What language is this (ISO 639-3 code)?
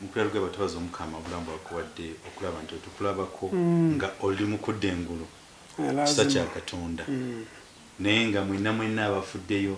lug